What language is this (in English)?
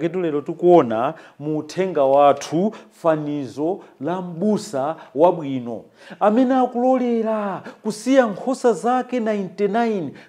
Nyanja